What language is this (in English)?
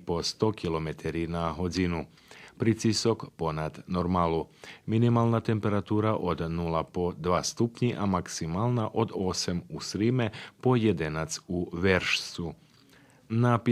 Rusyn